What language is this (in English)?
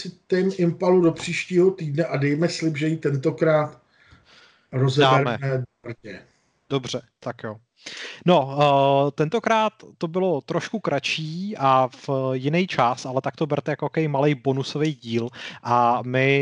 Czech